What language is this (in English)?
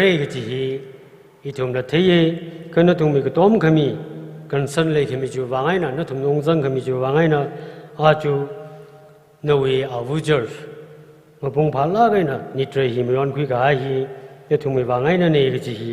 Tangkhul Naga (India)